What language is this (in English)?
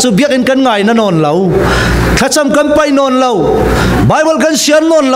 Falam Chin